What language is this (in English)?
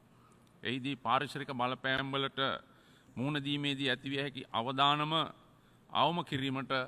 Sinhala